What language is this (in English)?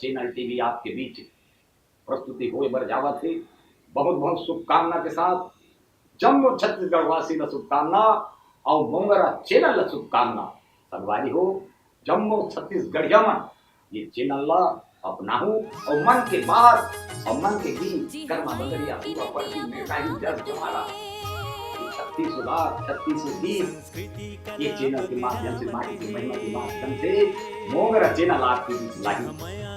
Chhattisgarhi